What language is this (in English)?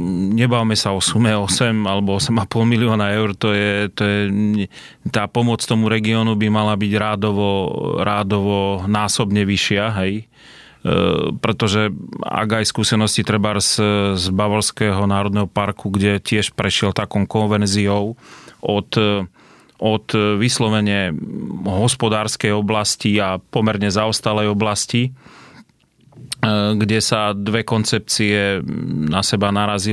Slovak